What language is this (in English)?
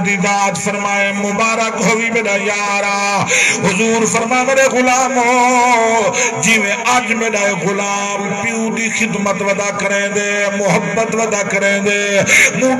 Saraiki